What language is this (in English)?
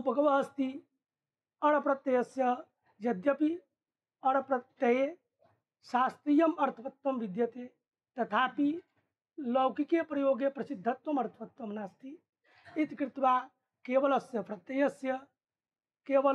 Sanskrit